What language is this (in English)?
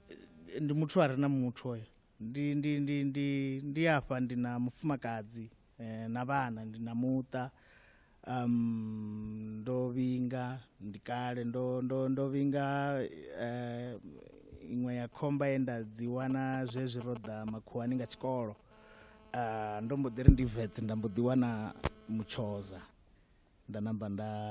Venda